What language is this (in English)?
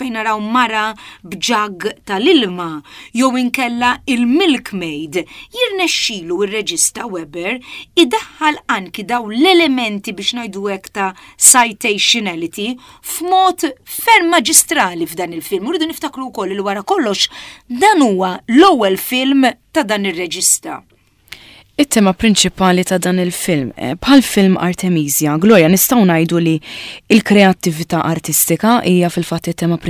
Maltese